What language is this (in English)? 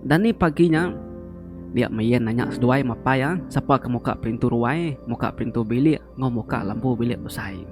Iban